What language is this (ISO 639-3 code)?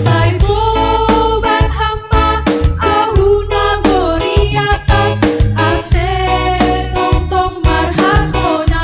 bts